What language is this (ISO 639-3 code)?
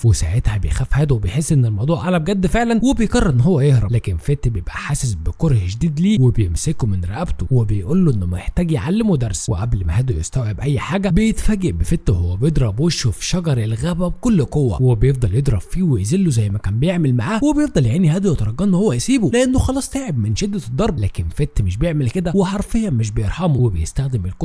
arz